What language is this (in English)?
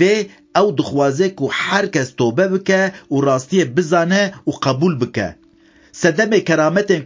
Kurdish